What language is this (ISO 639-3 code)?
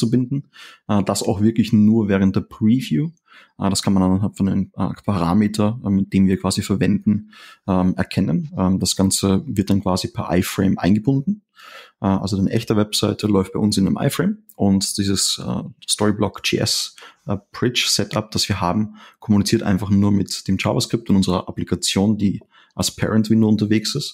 deu